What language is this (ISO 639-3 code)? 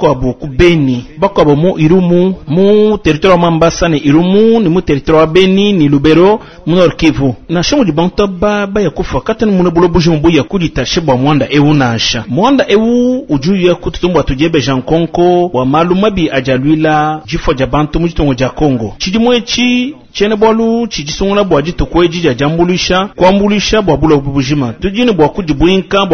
lua